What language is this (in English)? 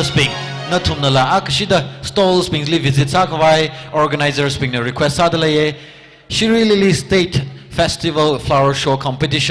Tangkhul Naga (India)